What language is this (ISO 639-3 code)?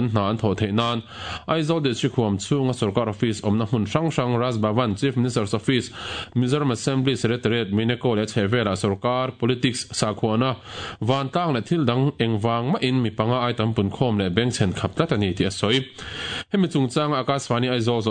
lus